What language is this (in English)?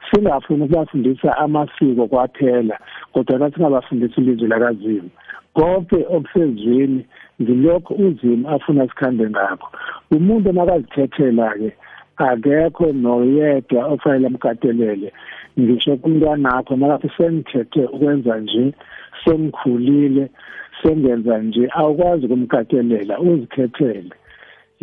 South Ndebele